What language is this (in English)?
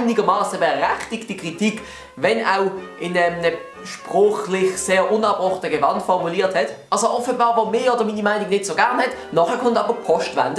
Swiss German